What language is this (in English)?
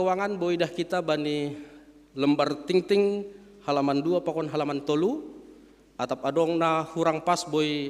Batak Simalungun